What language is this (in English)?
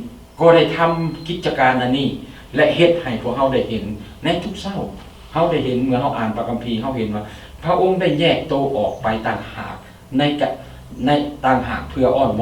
Lao